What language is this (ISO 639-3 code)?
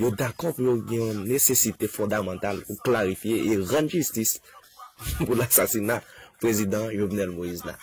hat